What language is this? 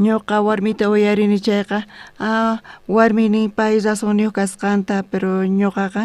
South Bolivian Quechua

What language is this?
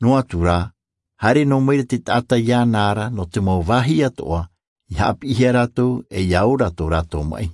Tahitian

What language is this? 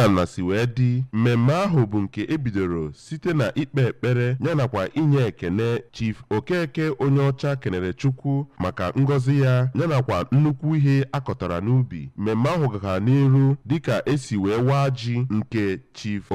Igbo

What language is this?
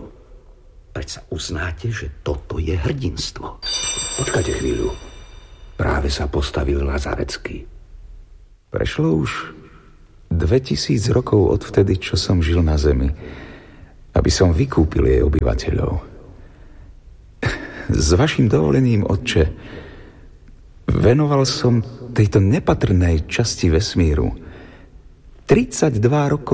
Slovak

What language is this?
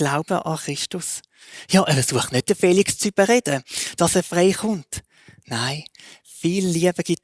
Swiss German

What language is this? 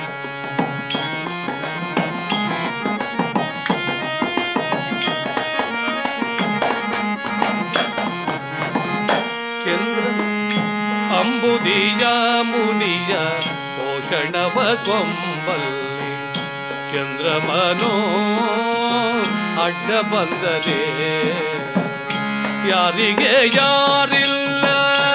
Kannada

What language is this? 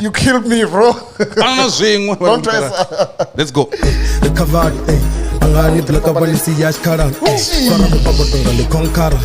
Venda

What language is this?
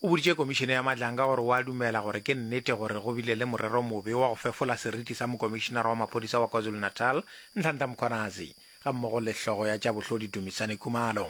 Northern Sotho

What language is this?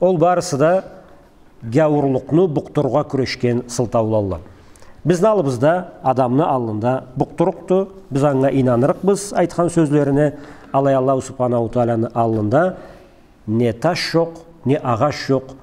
Karachay-Balkar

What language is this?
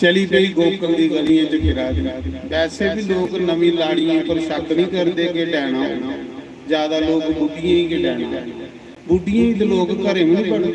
Dogri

